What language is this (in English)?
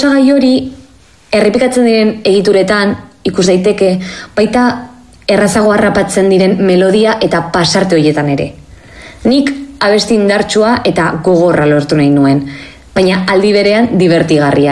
Basque